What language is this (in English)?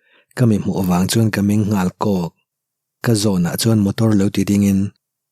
Mizo